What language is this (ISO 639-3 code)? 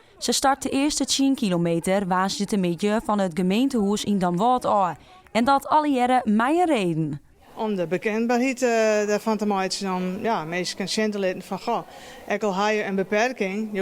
fry